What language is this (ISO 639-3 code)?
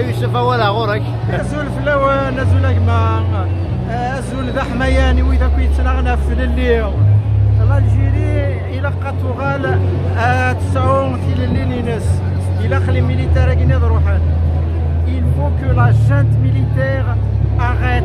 kab